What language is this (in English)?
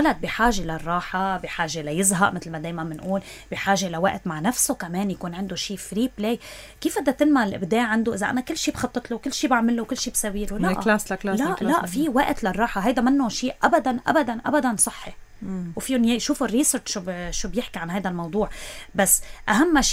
North Levantine Arabic